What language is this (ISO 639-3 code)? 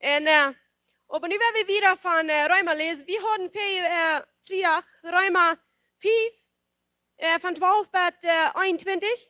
pdt